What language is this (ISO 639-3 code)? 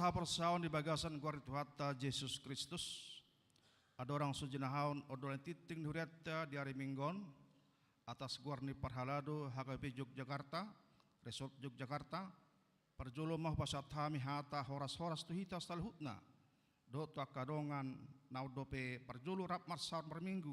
bbc